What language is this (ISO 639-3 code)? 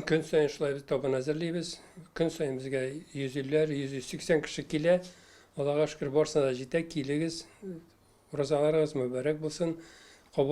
tat